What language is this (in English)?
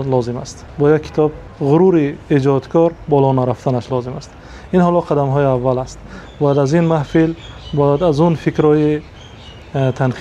Tajik